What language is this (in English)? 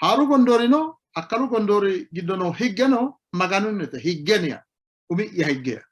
Sidamo